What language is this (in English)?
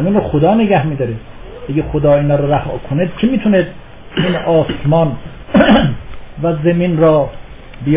Persian